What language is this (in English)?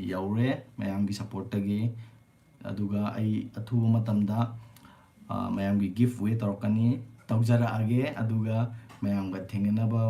Manipuri